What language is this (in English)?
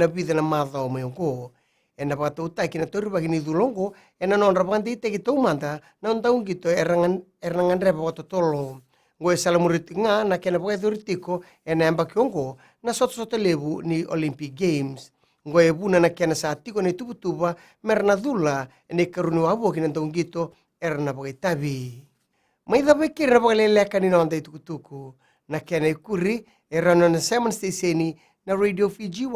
Fijian